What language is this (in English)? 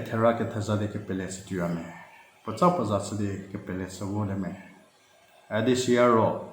Angami Naga